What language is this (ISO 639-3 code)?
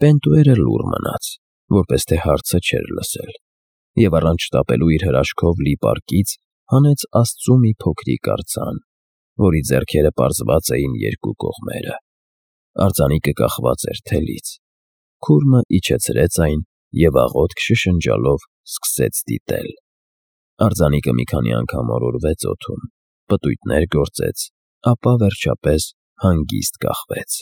hye